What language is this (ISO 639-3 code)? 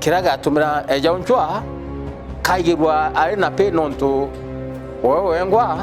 mer